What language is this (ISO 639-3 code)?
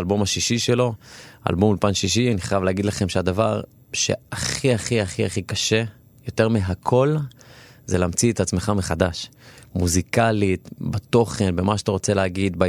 heb